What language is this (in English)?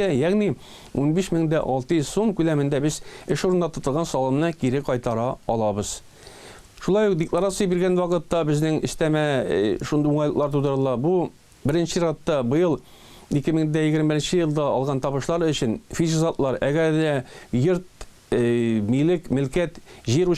Tatar